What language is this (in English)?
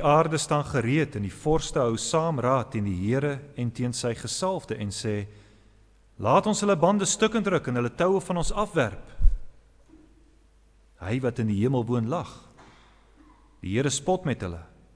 Afrikaans